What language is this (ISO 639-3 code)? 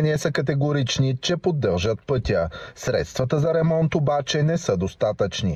bul